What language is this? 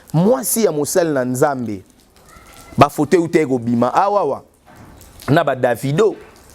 Lingala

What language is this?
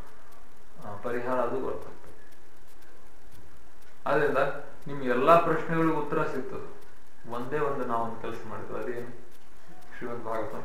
Kannada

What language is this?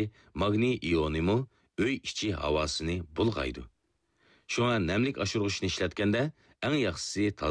Uyghur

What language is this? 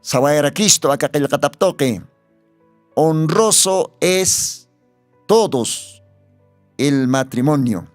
Aymara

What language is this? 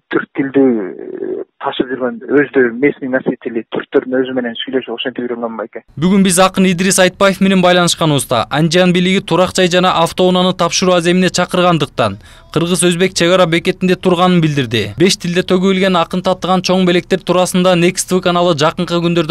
Kyrgyz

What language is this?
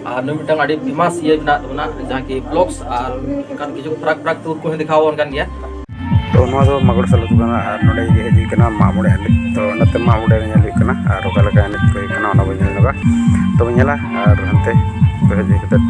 Santali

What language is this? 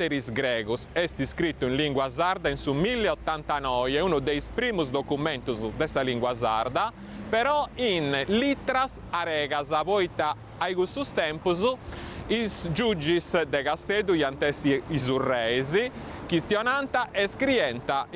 Sardinian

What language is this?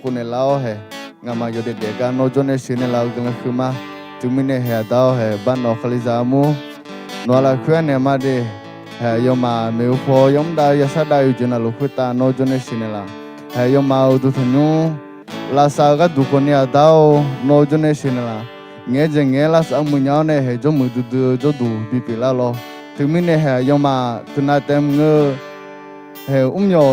Akha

